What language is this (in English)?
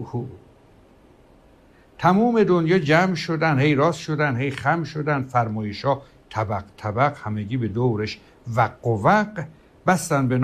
Persian